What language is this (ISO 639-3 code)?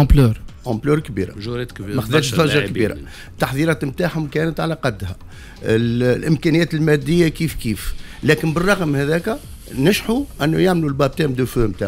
aeb